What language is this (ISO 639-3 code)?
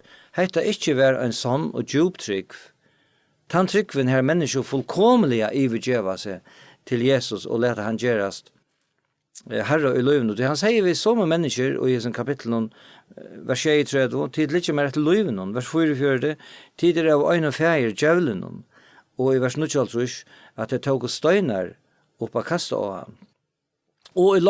fao